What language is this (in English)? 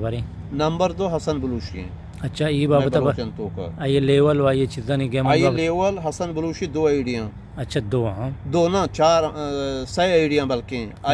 Eastern Balochi